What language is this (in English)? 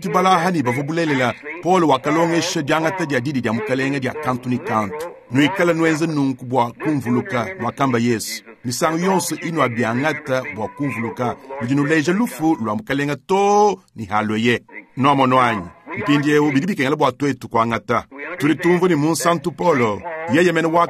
Luba-Lulua